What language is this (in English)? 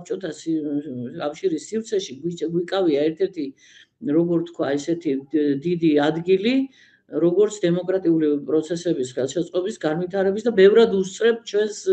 Georgian